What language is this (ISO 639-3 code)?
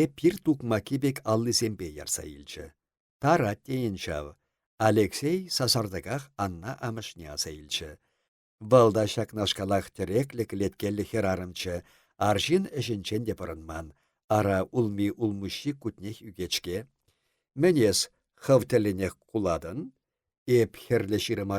chv